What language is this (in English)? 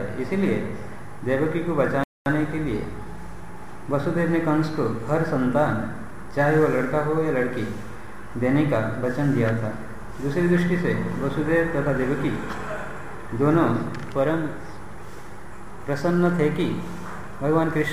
Hindi